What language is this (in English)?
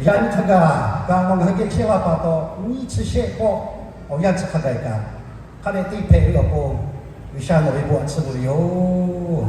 Lahu